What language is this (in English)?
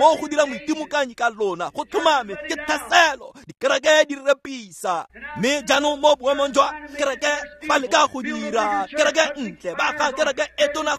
Tswana